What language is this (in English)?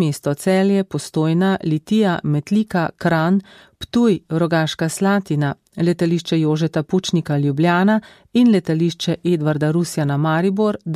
Slovenian